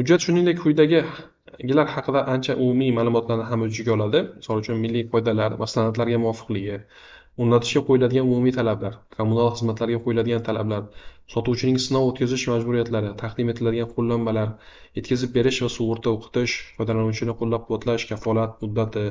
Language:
Uzbek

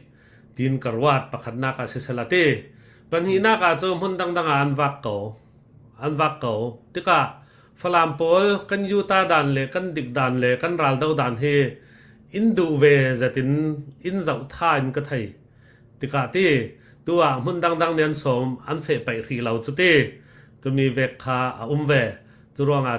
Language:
Falam Chin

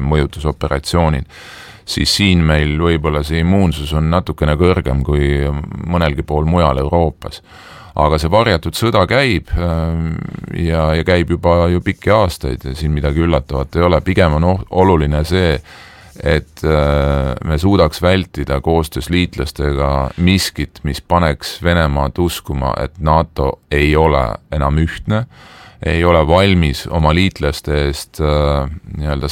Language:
Estonian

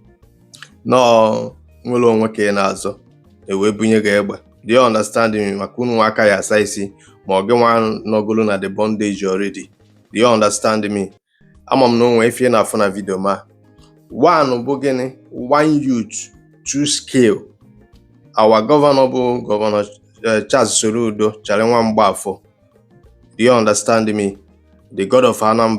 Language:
Igbo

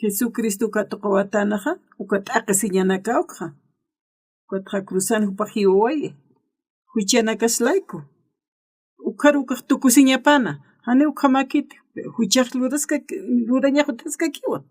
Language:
Aymara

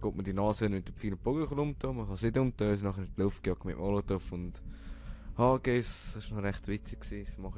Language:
Swiss German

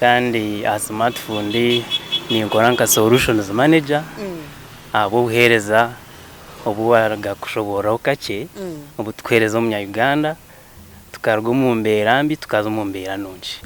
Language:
Nyankole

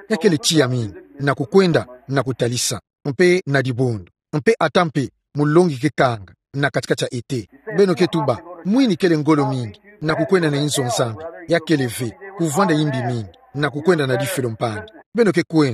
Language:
Kituba (Democratic Republic of Congo)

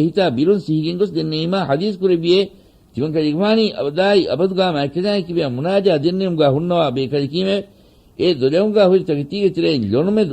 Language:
Divehi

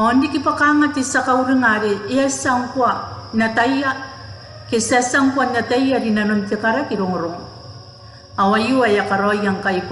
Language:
Gilbertese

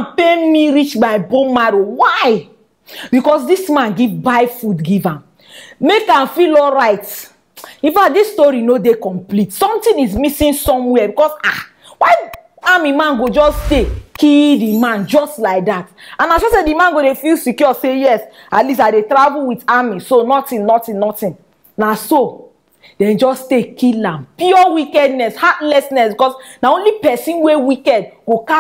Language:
Nigerian Pidgin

